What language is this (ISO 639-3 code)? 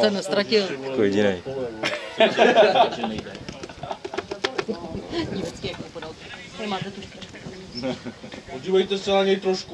ces